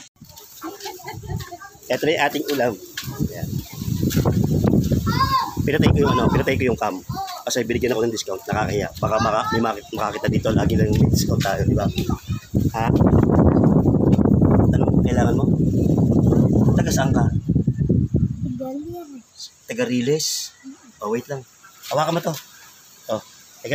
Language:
Filipino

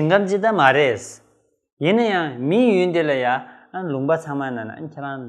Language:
Tibetan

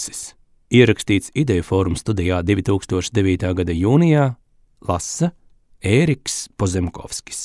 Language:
Latvian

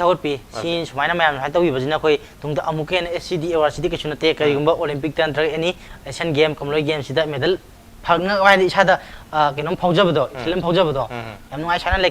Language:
Manipuri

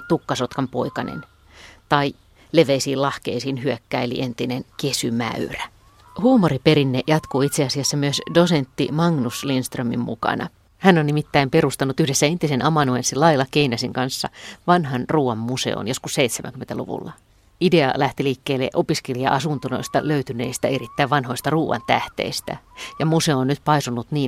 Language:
Finnish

